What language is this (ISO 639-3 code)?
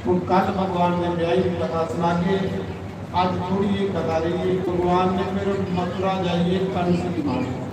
doi